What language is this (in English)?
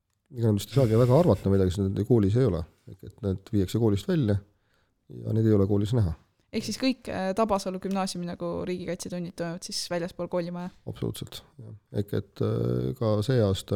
Estonian